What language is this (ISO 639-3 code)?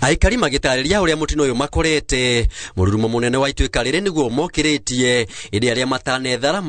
kik